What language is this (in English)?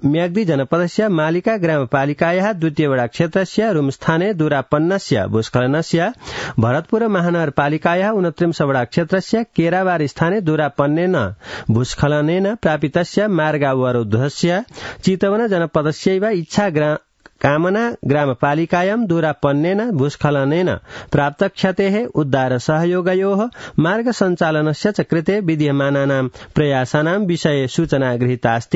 Sanskrit